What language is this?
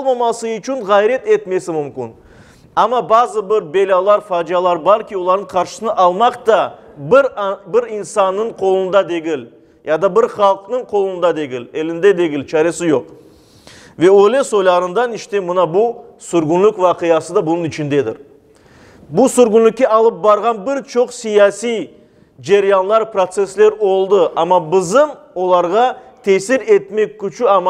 Crimean Tatar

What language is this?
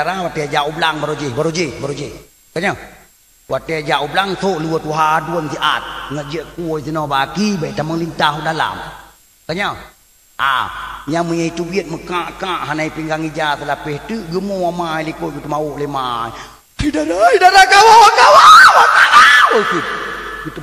Achinese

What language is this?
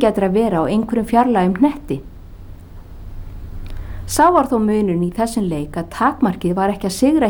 Icelandic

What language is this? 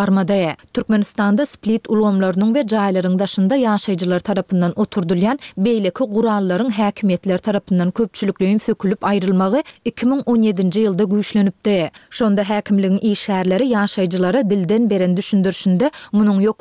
Turkmen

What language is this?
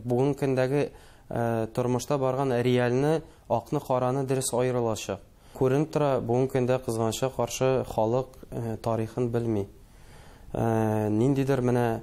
Tatar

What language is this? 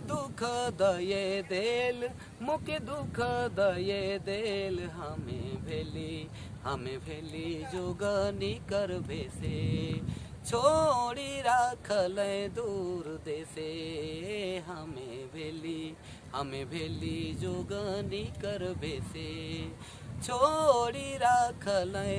Sadri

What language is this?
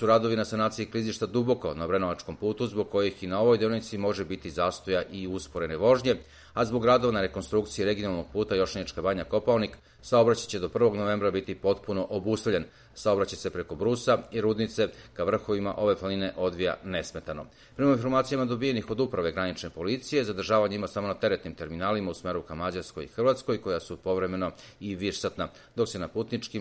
Serbian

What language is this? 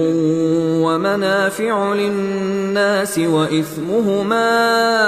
Arabic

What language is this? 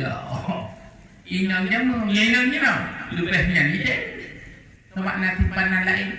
Achinese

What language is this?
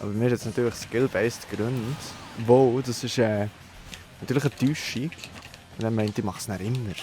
Swiss German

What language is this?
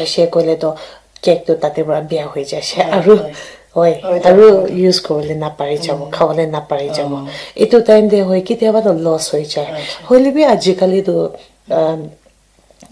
Naga Pidgin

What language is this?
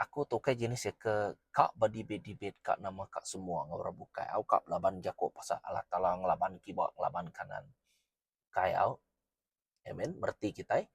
Iban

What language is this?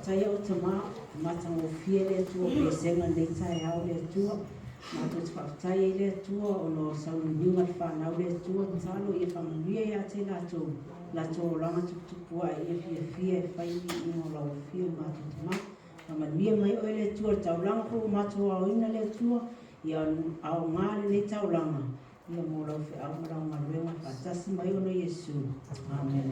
Samoan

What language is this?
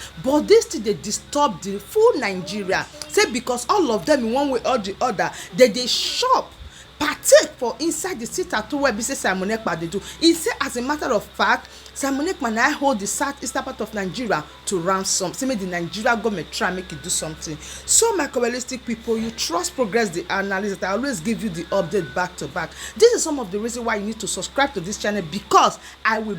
Nigerian Pidgin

